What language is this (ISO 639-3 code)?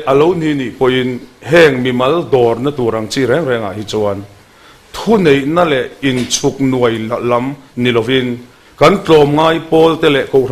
lus